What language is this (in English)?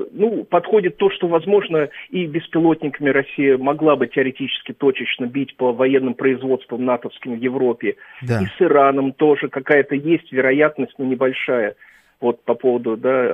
Russian